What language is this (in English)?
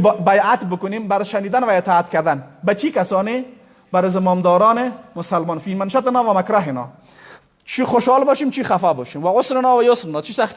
Persian